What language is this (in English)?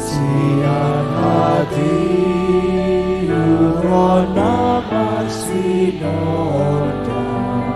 Batak Toba